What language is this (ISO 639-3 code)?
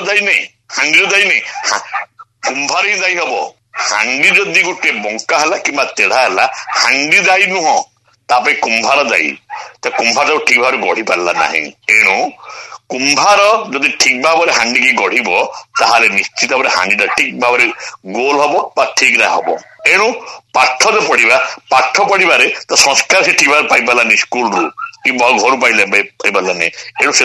ori